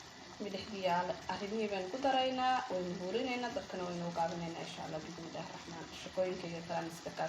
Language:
Somali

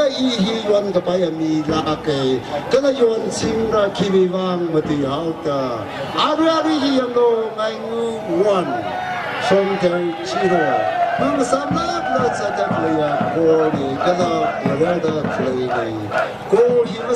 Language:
Tangkhul Naga (India)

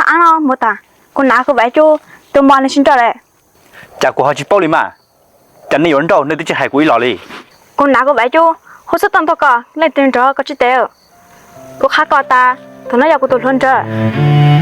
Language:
Hmong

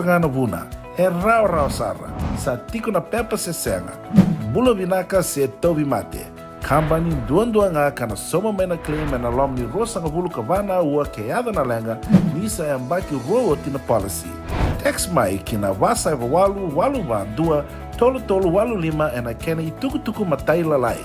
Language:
Fijian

